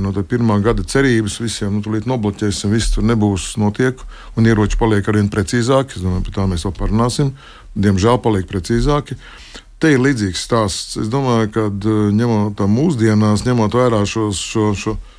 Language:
Latvian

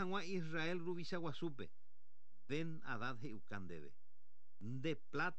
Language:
Guarani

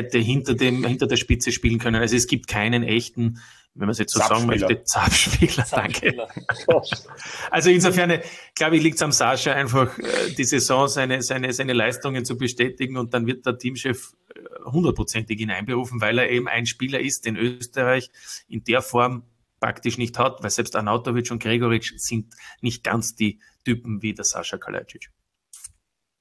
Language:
German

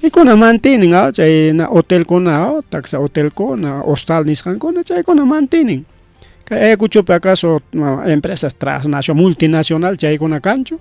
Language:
Ayacucho Quechua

